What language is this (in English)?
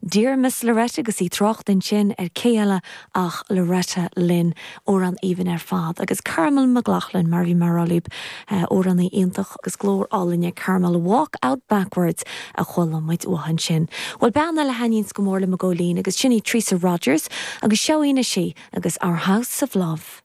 Irish